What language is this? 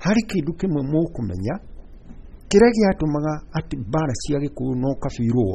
Kikuyu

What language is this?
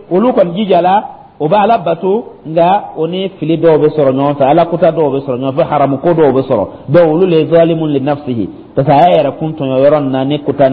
Dyula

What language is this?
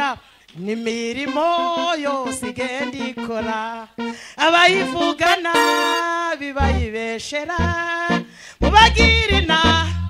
Kinyarwanda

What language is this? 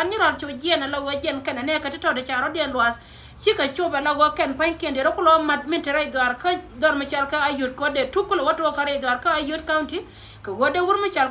Nuer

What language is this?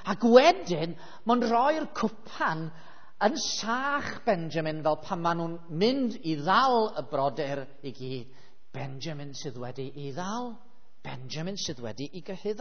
Welsh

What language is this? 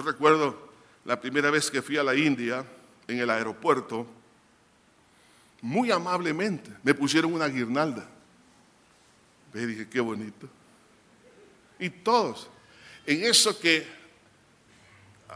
Spanish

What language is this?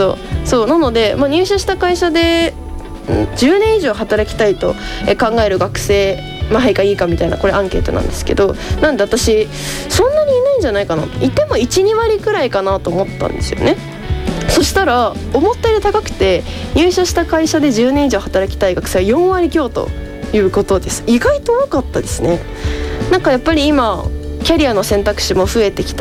Japanese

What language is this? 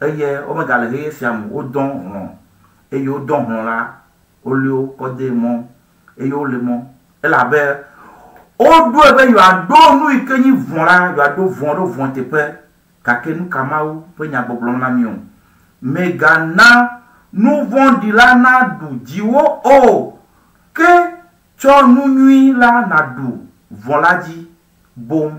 Ewe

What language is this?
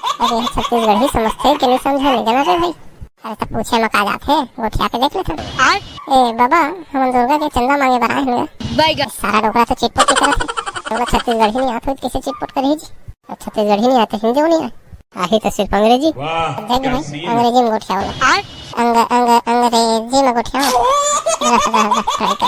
Chhattisgarhi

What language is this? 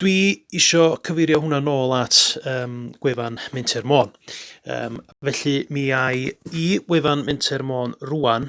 Welsh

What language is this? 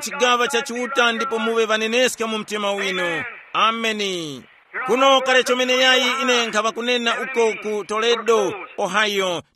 Tumbuka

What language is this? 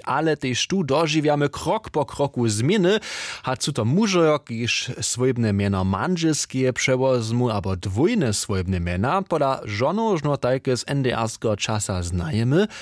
Upper Sorbian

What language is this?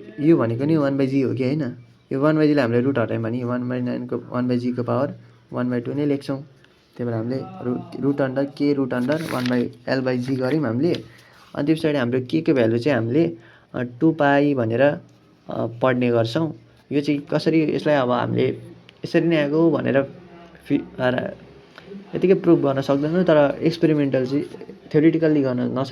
Nepali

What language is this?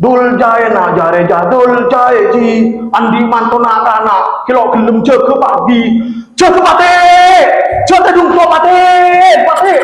Madurese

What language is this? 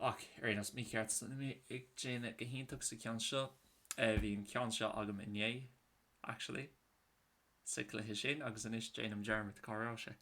Irish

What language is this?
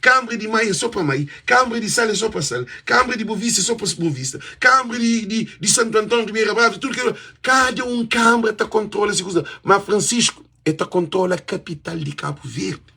Kabuverdianu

